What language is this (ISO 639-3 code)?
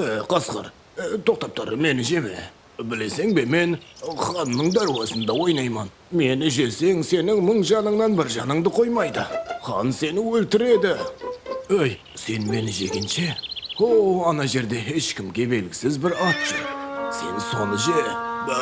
kaa